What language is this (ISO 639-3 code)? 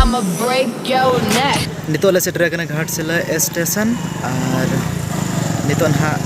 sat